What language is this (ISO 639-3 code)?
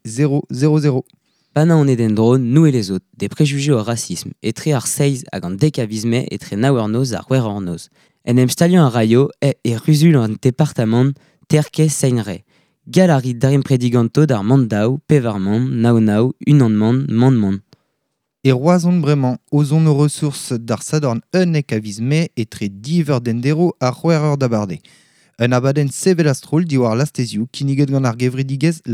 bre